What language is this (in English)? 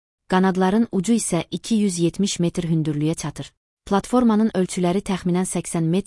Azerbaijani